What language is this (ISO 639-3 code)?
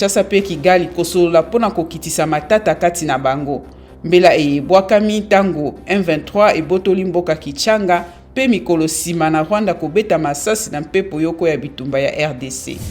lin